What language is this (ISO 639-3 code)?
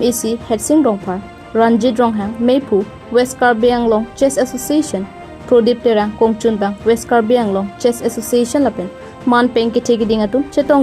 mjw